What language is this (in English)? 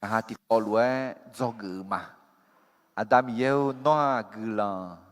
Akha